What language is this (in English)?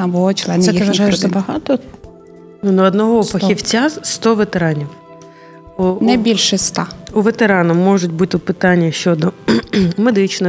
Ukrainian